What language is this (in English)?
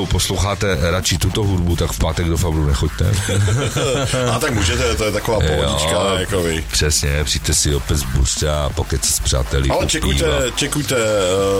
Czech